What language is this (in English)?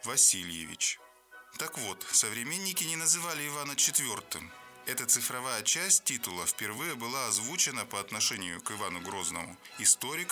Russian